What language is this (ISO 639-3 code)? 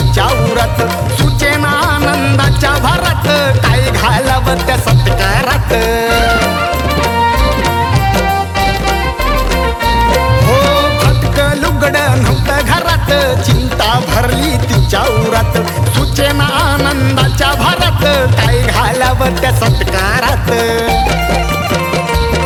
mar